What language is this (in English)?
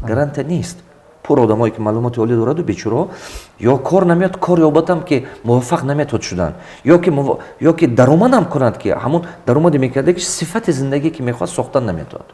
Tajik